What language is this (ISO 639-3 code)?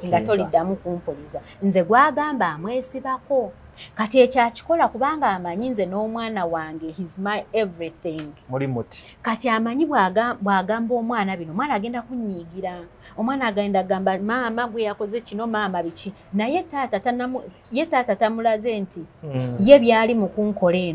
lug